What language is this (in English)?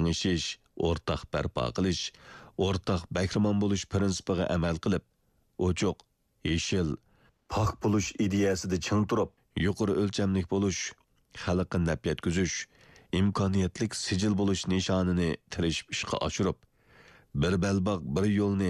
Uyghur